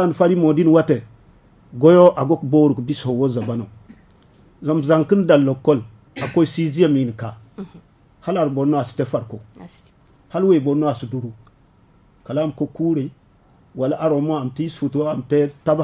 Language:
Zarma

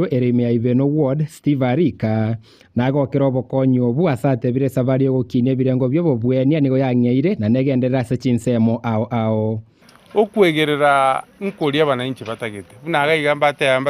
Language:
Gusii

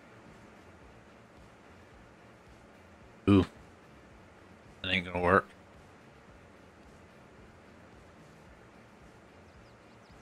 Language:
English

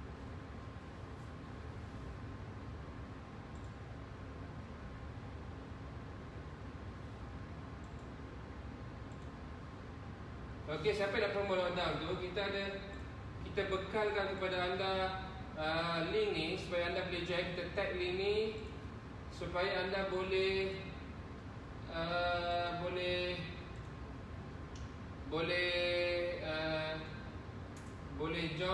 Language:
Malay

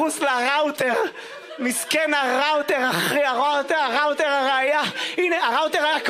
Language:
Hebrew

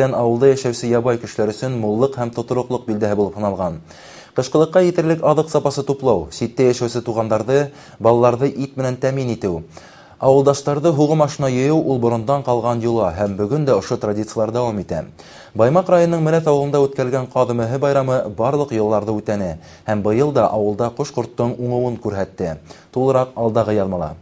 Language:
Bashkir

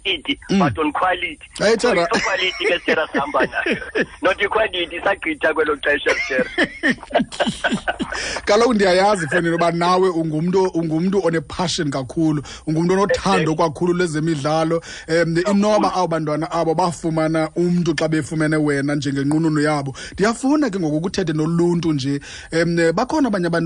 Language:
Xhosa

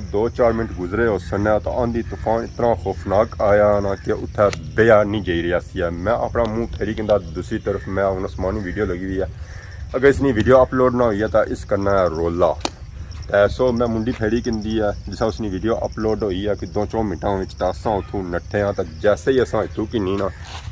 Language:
Pahari-Potwari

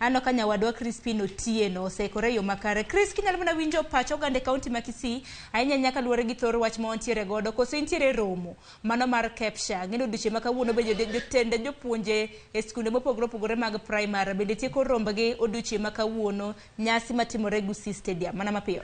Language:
Luo (Kenya and Tanzania)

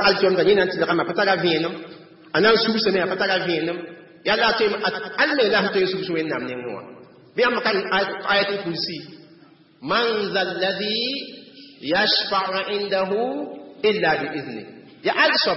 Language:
Mossi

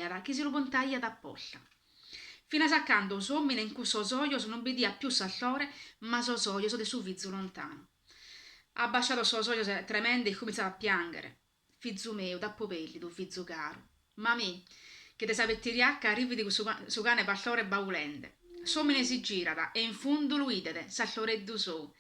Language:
Sardinian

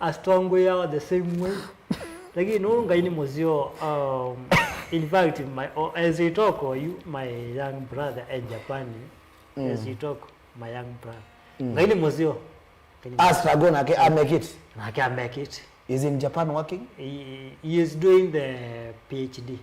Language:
Kamba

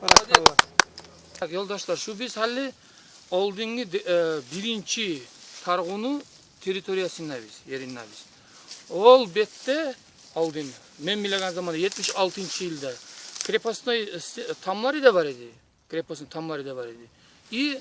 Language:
Kumyk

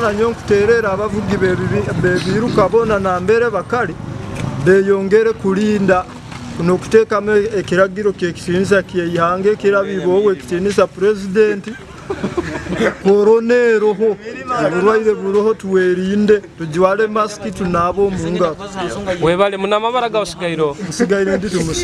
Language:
Nyoro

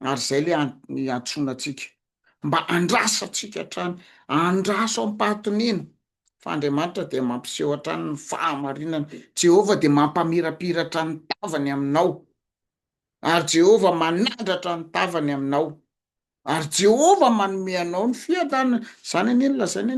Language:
Malagasy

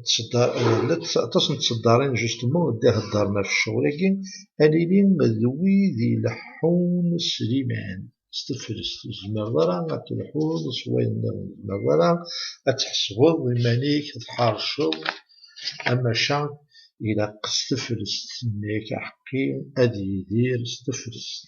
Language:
Kabyle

